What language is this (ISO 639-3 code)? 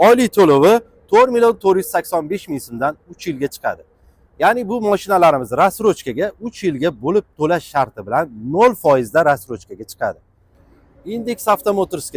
uzb